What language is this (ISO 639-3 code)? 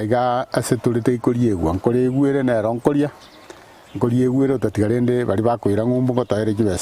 guz